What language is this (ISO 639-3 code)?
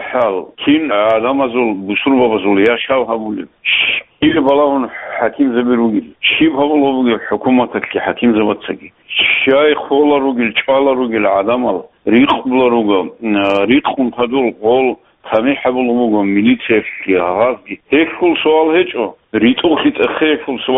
ava